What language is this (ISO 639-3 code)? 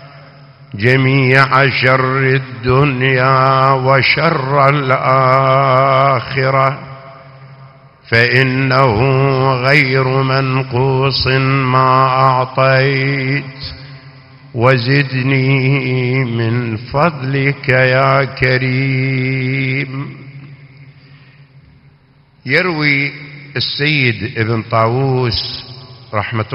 ara